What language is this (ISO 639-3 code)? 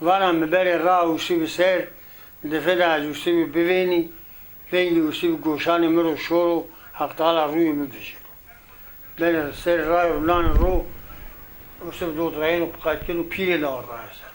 zza